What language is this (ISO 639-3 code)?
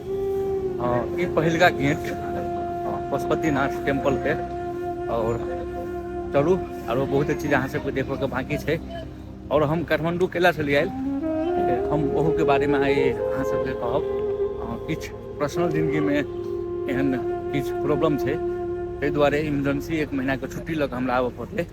mai